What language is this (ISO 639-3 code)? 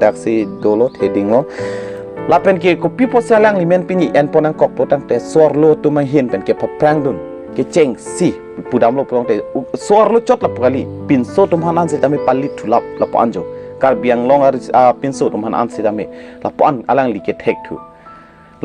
mjw